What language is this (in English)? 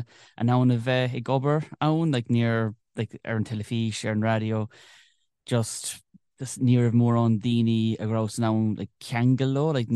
Irish